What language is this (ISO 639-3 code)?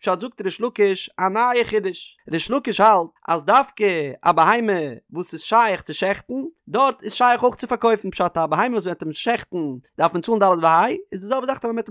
yid